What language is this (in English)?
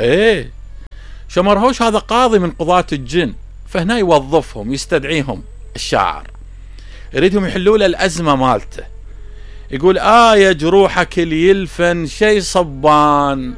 Mesopotamian Arabic